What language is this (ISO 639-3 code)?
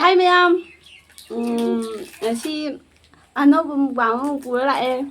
mni